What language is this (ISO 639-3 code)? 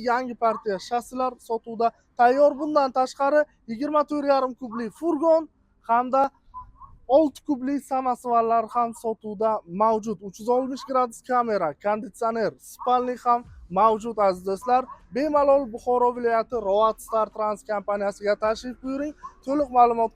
uzb